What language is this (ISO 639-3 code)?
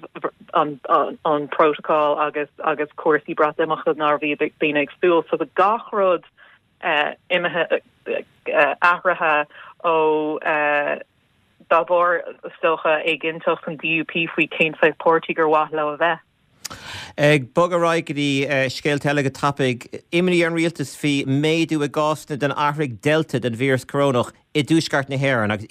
gle